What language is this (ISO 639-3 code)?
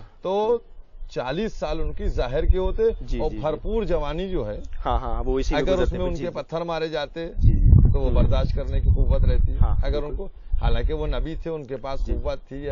urd